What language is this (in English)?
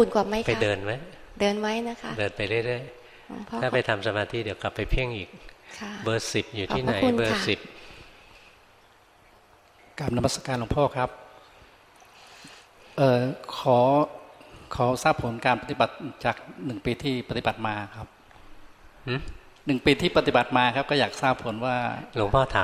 Thai